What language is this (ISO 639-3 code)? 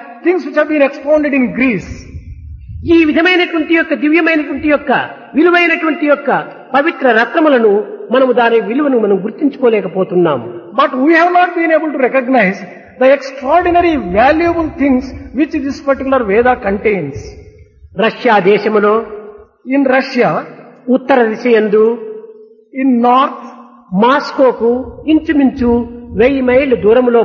tel